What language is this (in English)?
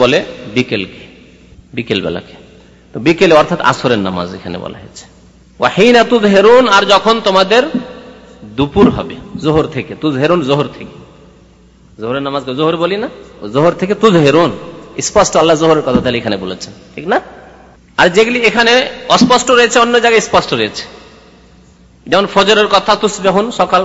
Bangla